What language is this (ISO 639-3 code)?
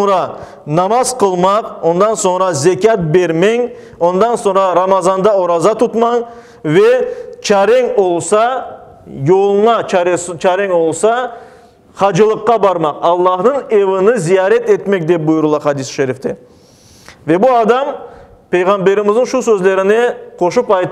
crh